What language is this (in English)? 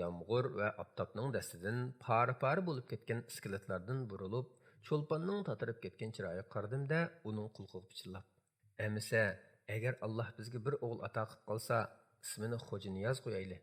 Uyghur